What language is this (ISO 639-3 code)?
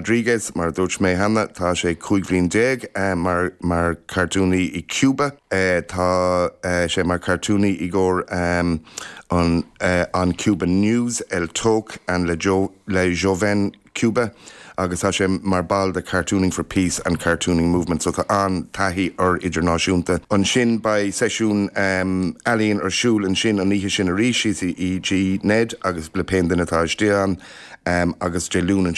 gle